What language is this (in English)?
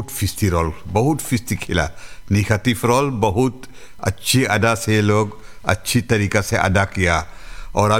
Hindi